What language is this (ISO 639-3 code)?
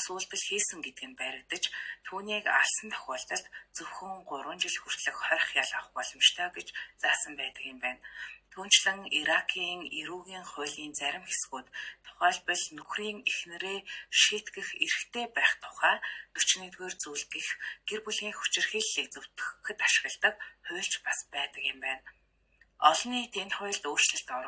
mon